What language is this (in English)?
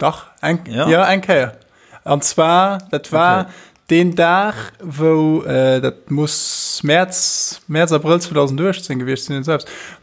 Luxembourgish